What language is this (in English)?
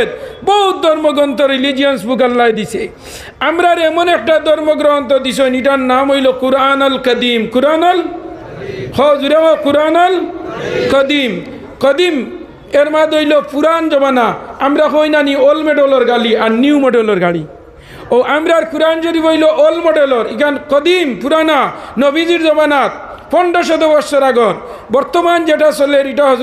Sylheti